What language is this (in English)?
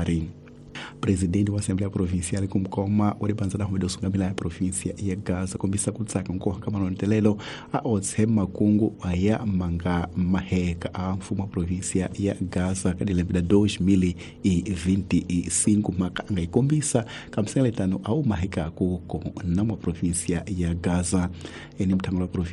Tsonga